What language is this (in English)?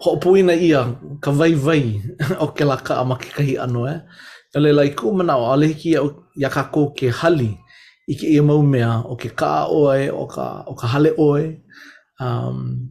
Hawaiian